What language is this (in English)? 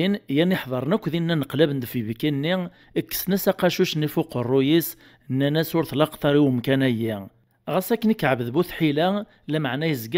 Kabyle